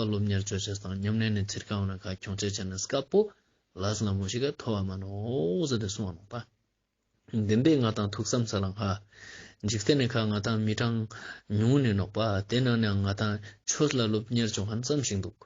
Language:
Ladakhi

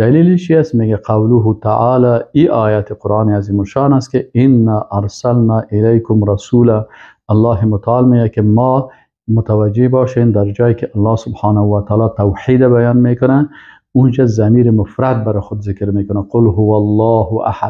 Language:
Persian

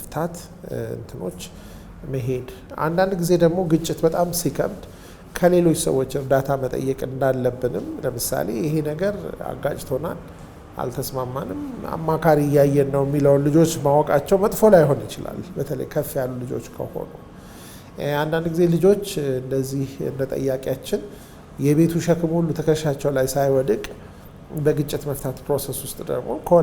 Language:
Amharic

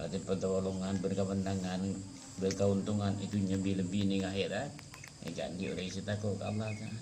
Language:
Madurese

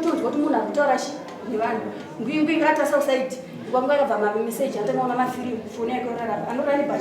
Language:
Shona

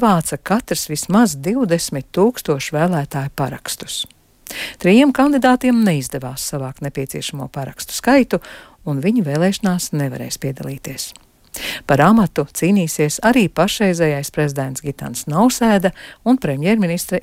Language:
Latvian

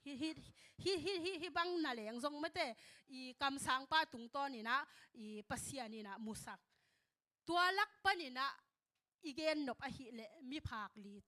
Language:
Tedim Chin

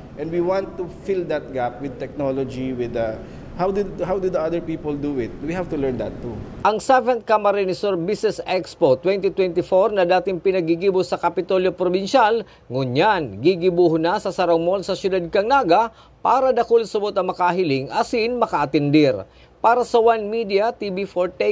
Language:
Bikol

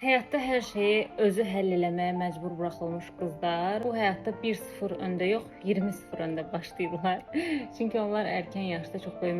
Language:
Azerbaijani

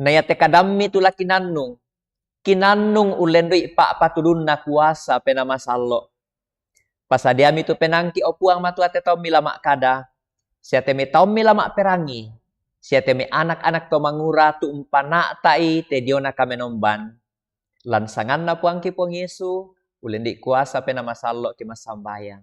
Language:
Toraja-Sa'dan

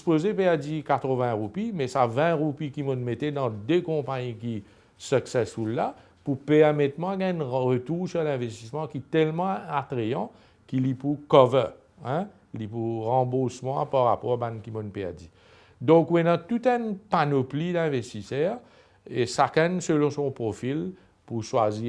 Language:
Morisyen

